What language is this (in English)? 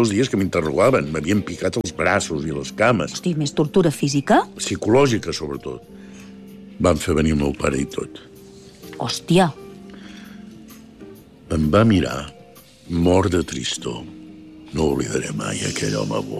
Catalan